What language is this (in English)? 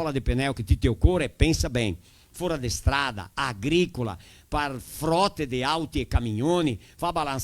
Venetian